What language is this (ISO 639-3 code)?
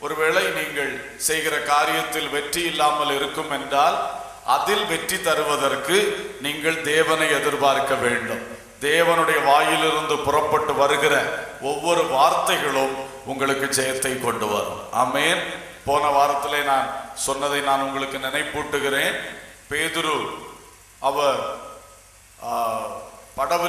tam